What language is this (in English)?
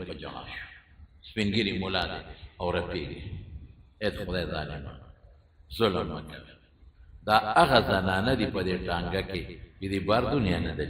Pashto